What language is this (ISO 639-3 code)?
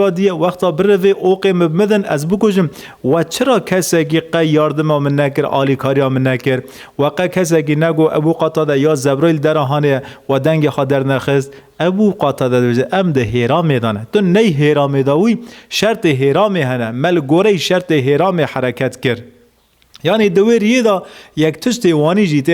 kur